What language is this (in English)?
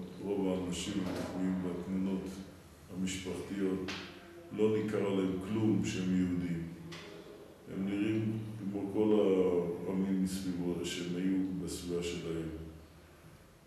Hebrew